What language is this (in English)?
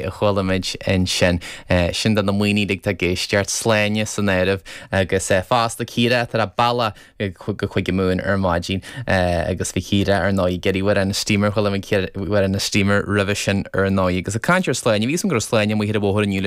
Irish